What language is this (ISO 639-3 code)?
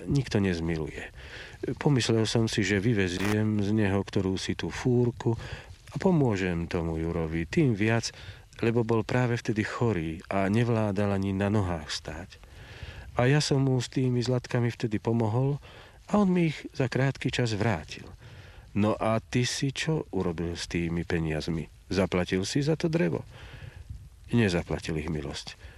slk